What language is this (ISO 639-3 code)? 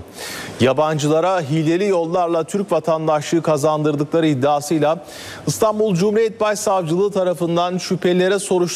tur